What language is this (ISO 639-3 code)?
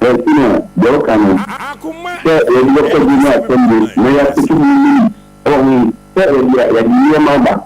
aka